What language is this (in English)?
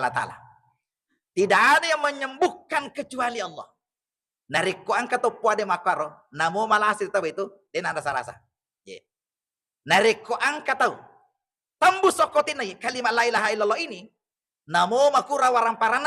Buginese